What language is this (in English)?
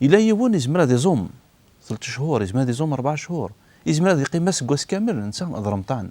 Kabyle